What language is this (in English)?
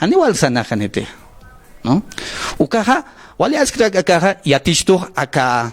Aymara